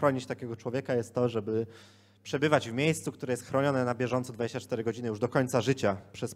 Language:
Polish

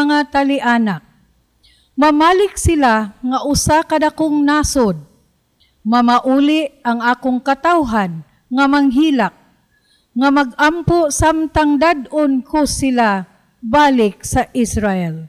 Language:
Cebuano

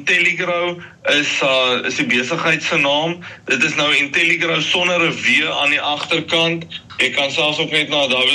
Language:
Afrikaans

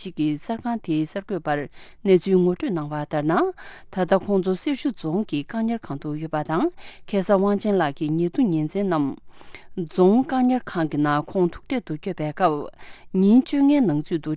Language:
Tibetan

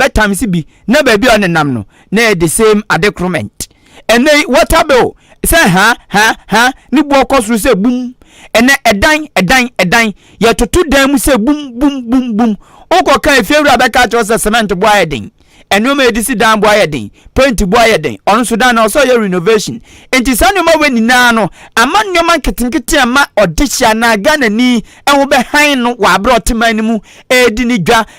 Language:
Akan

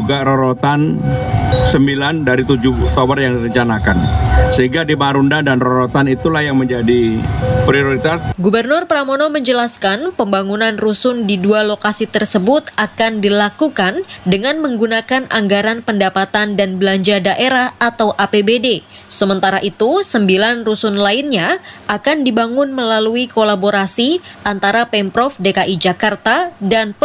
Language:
Indonesian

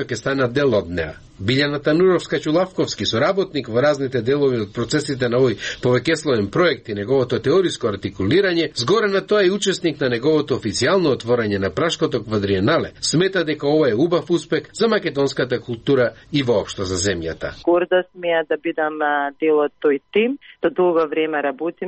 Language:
Macedonian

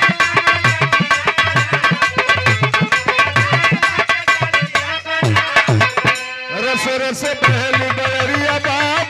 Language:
Bhojpuri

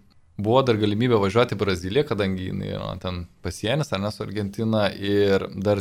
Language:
Lithuanian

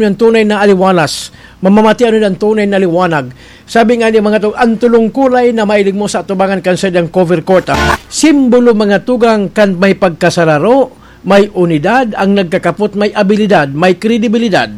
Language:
Bikol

